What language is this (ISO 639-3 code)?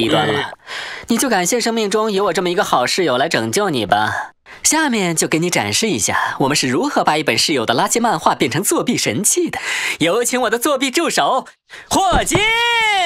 zho